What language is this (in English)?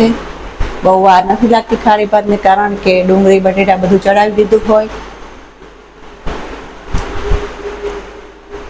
Gujarati